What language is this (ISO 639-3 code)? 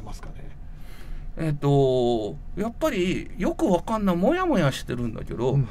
jpn